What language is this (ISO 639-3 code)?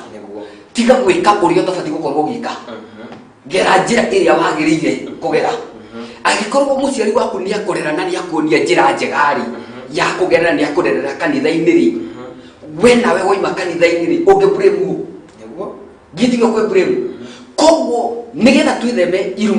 kik